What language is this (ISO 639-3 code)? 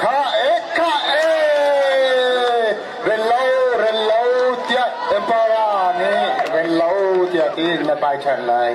cnh